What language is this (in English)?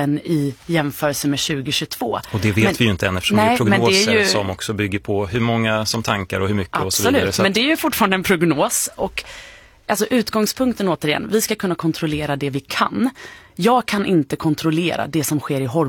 Swedish